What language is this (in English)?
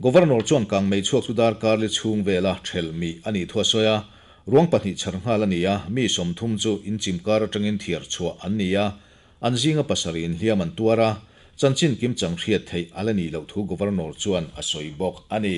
Mizo